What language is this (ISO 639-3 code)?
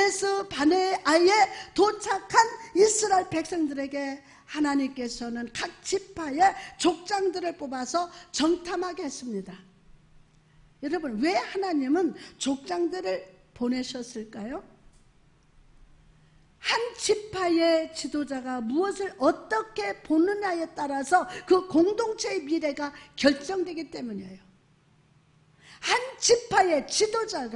kor